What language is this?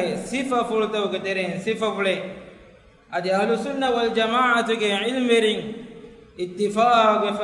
Divehi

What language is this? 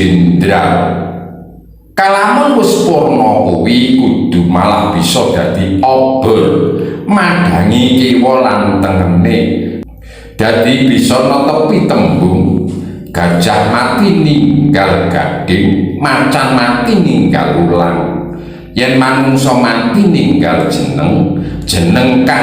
Javanese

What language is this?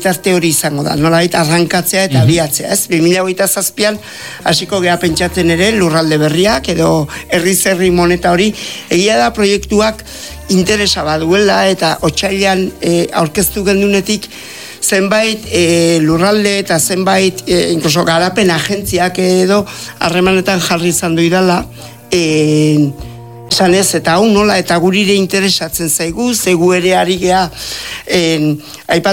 Basque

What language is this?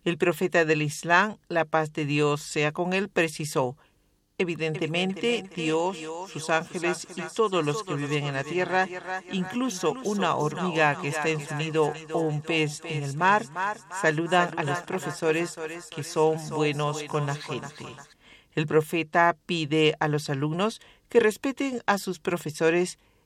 Spanish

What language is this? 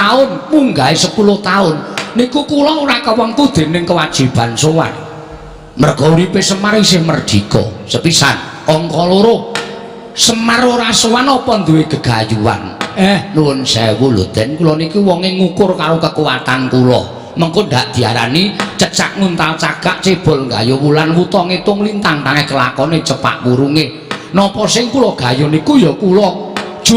Javanese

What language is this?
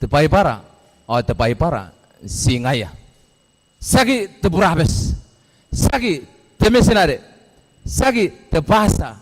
Gilbertese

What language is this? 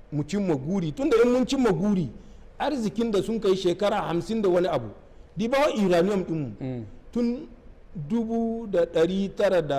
Hausa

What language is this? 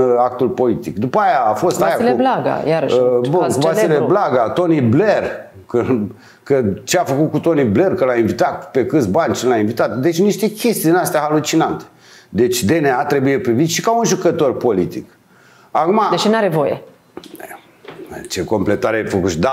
Romanian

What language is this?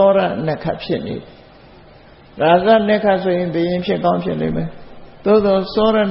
Burmese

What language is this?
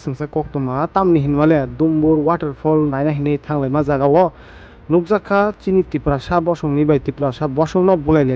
Kok Borok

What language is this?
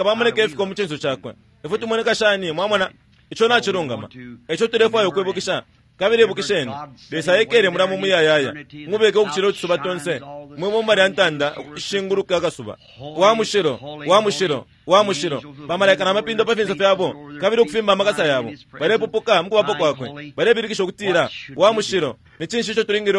Bemba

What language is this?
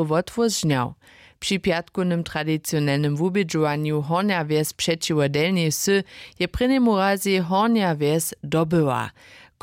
Upper Sorbian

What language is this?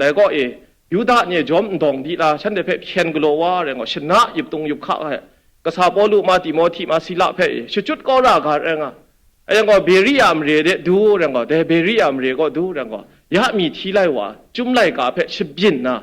Kachin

